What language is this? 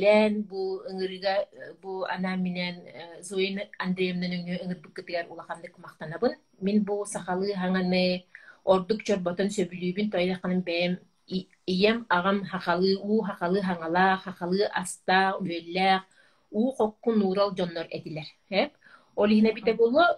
Yakut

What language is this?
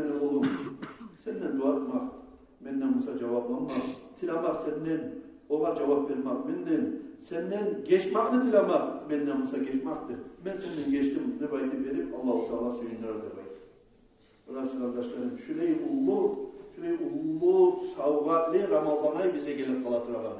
Kumyk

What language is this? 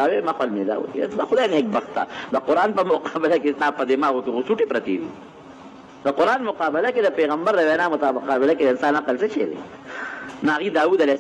Pashto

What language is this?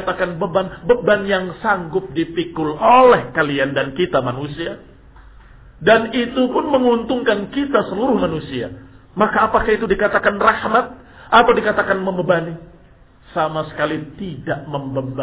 Indonesian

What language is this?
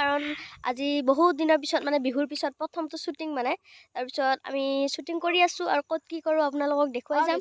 Assamese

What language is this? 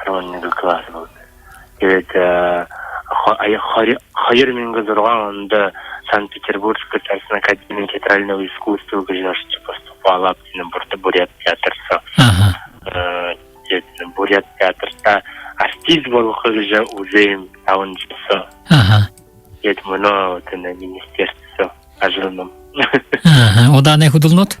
Buriat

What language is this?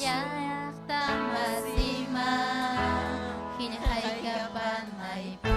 Ayacucho Quechua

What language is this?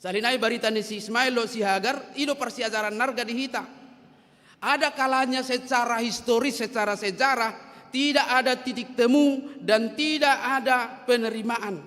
Batak Toba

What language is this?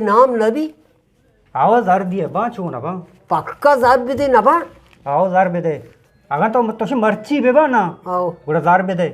Eastern Balochi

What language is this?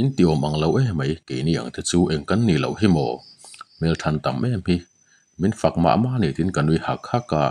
Mizo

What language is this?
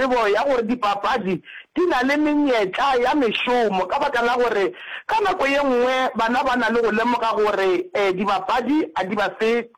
Northern Sotho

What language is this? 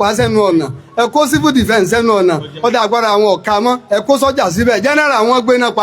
Yoruba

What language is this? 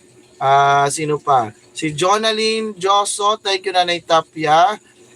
Waray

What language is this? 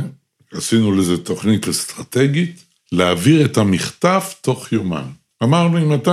Hebrew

